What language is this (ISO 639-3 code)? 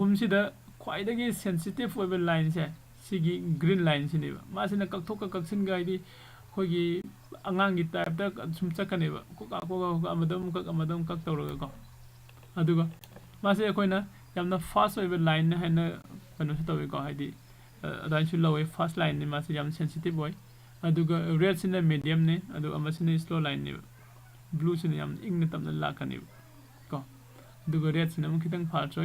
mni